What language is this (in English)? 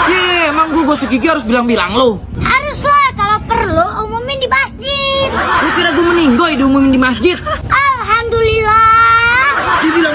Betawi